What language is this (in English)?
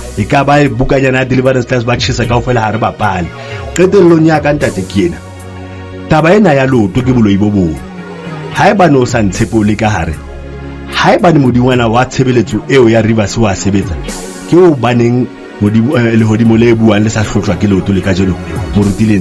Southern Sotho